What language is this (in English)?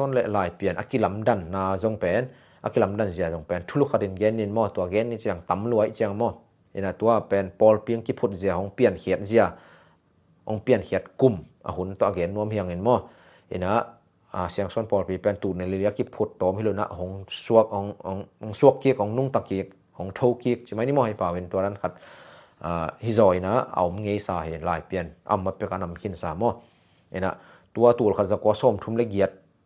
Tedim Chin